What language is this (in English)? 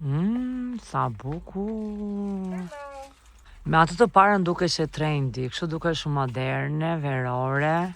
Albanian